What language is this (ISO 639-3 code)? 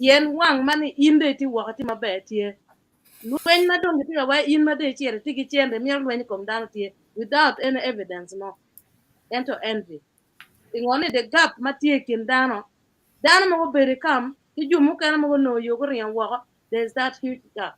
ach